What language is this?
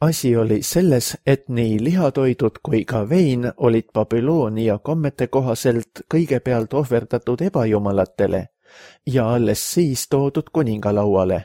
Estonian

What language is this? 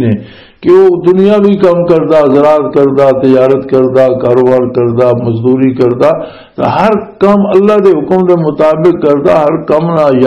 Western Panjabi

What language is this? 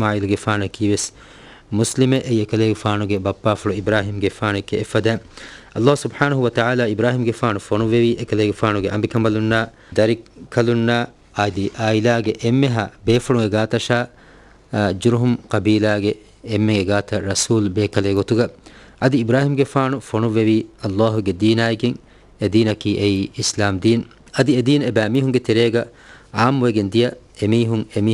Divehi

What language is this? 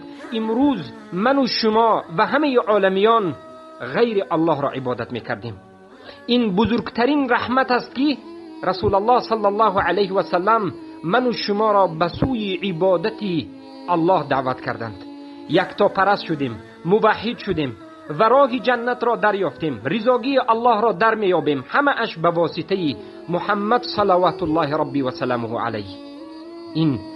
Tajik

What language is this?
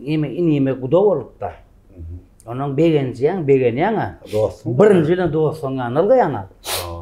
Turkmen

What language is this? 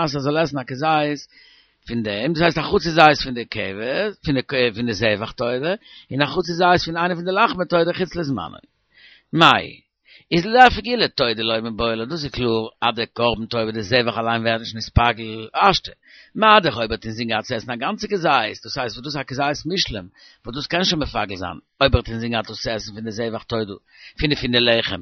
Yiddish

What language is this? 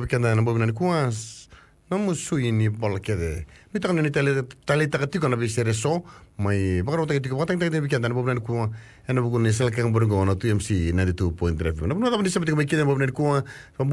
Fijian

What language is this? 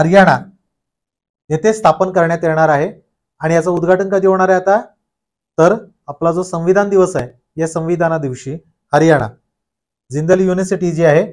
Marathi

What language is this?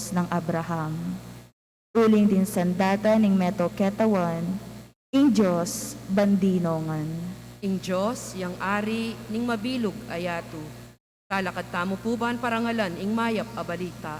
Pampanga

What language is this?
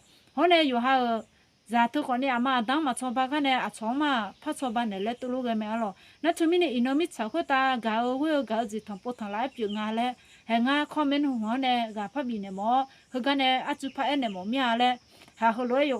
Akha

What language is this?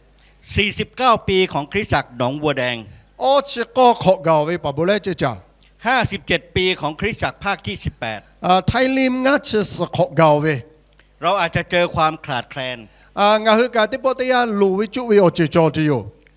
Lahu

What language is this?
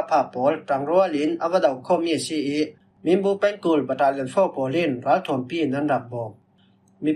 Falam Chin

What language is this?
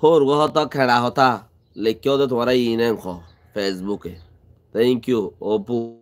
Rohingya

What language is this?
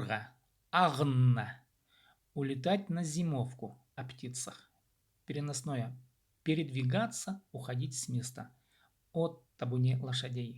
Khakas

